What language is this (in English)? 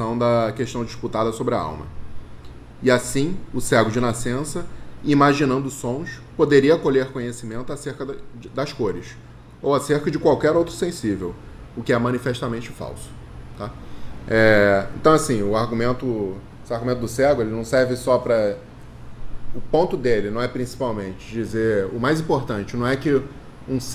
Portuguese